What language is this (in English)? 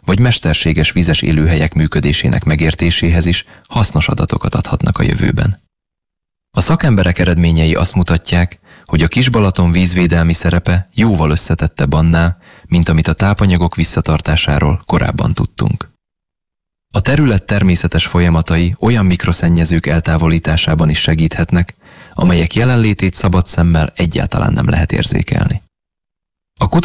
Hungarian